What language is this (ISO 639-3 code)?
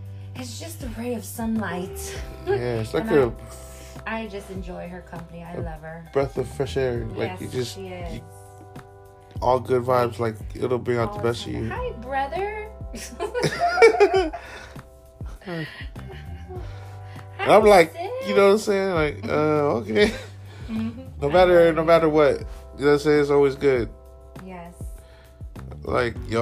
eng